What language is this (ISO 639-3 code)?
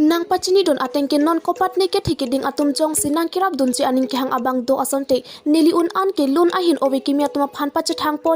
mjw